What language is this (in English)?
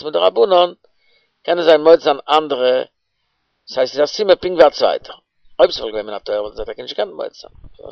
Yiddish